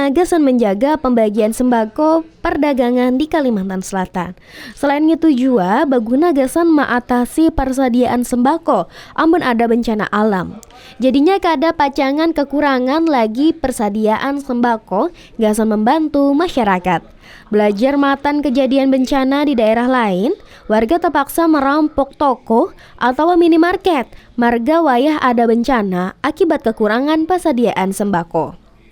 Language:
Banjar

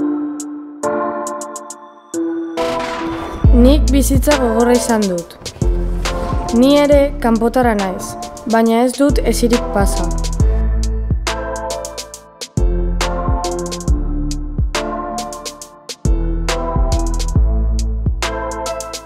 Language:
Basque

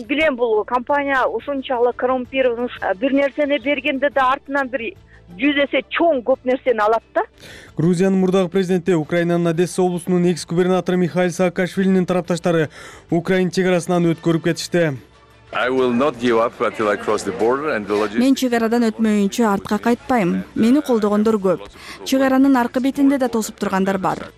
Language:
Kyrgyz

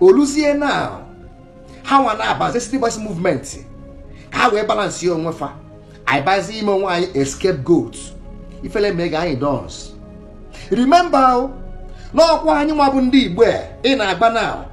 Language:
Igbo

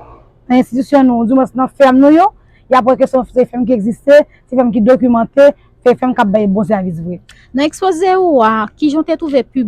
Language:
Haitian Creole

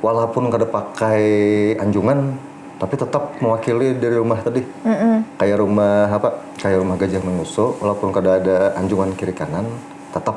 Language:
Banjar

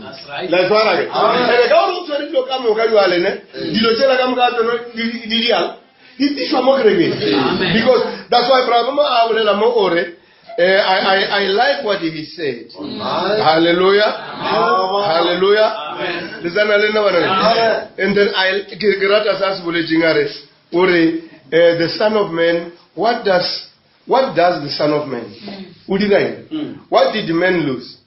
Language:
Northern Sotho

